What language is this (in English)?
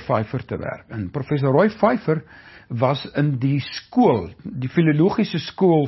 Afrikaans